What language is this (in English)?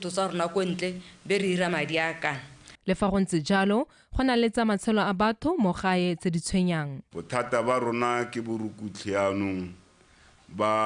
Tswana